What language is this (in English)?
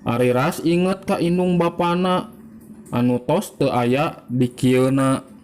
Sundanese